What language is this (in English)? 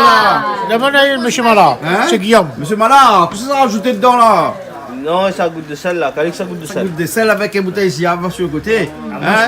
Réunion Creole French